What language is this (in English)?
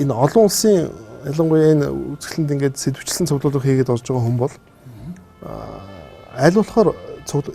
Mongolian